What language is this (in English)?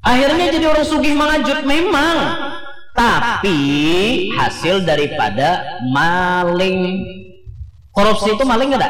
Banjar